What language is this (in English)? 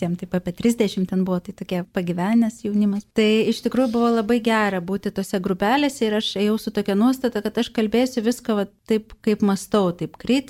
Lithuanian